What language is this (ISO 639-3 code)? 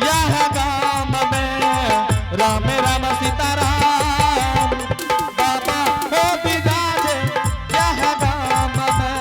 anp